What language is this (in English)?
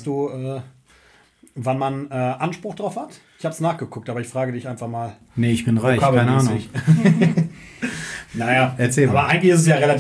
German